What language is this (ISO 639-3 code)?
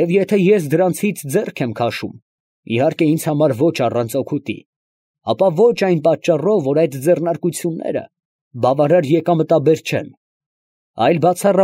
hye